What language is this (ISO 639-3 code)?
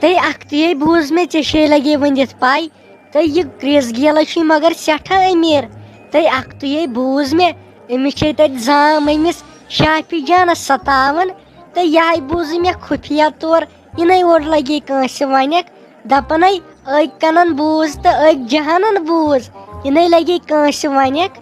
kas